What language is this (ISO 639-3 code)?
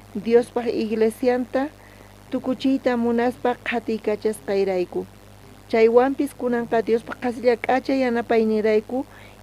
quh